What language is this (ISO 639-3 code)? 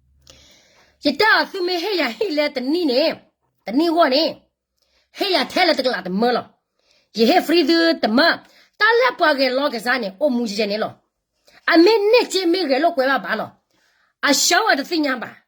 ksw